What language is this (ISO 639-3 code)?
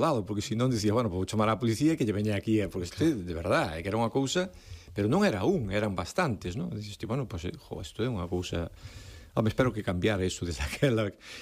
glg